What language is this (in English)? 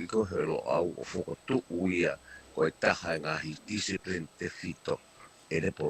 Tongan